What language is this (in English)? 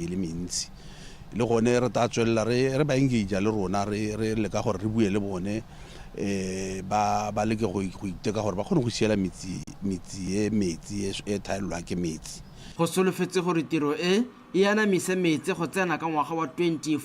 Tswana